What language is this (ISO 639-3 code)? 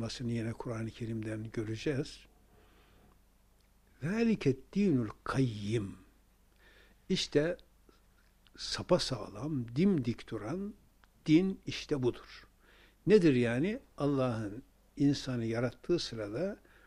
tur